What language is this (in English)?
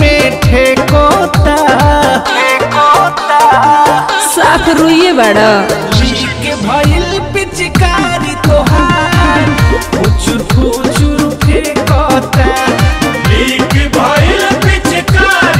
Bhojpuri